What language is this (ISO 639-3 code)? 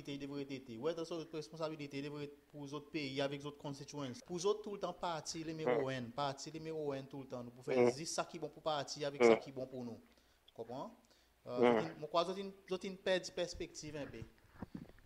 crs